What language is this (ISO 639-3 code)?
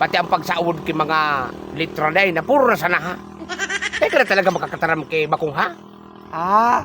bik